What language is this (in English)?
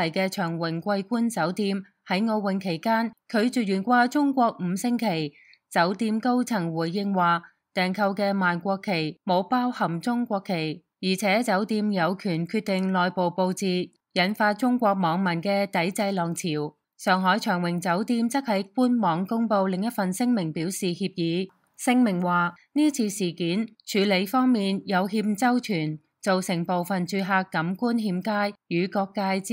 Cantonese